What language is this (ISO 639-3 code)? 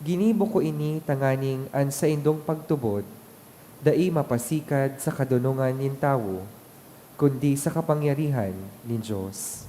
bik